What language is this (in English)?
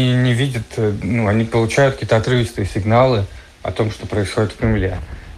Russian